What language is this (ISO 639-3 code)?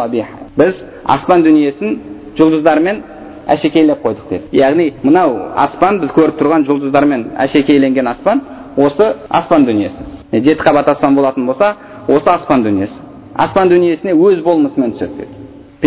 kaz